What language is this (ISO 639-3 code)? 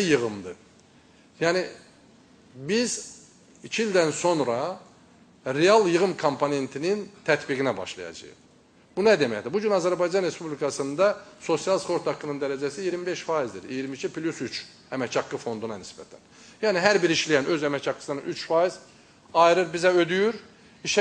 aze